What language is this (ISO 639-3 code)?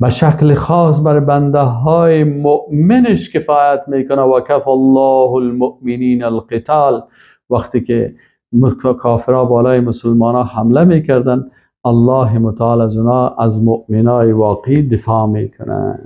fas